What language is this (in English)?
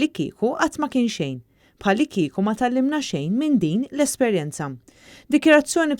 Maltese